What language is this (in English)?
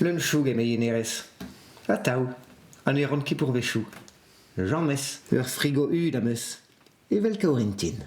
Breton